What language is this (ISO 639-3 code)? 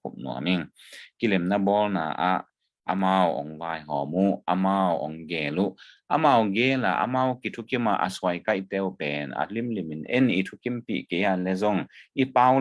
ctd